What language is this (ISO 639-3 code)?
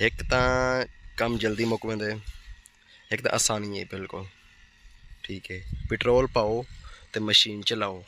skr